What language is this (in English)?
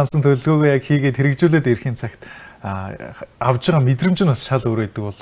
Mongolian